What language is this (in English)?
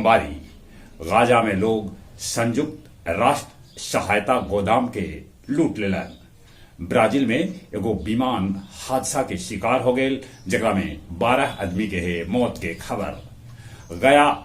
Magahi